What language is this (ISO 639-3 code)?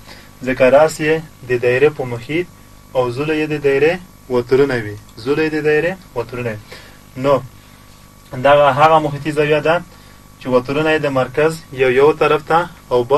pus